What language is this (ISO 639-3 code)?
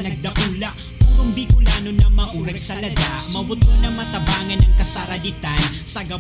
bik